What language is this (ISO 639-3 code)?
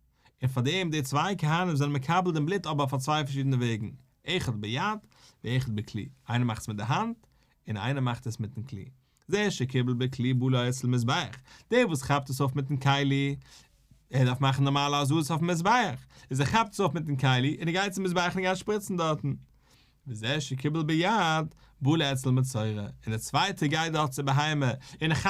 yid